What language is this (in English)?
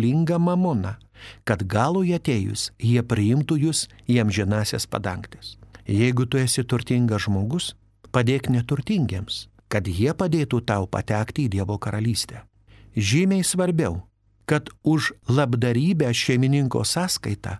Lithuanian